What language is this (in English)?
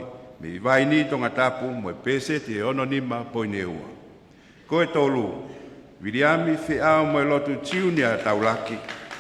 Tongan